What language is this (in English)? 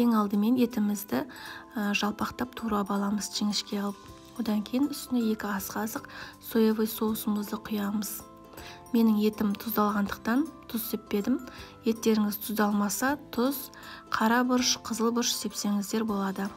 Kazakh